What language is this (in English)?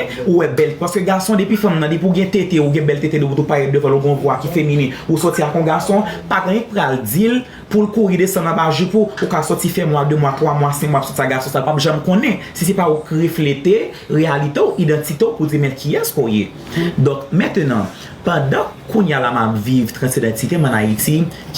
Haitian Creole